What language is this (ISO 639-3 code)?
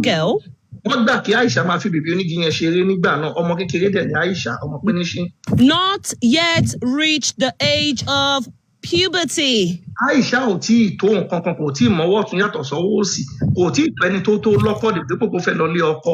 yor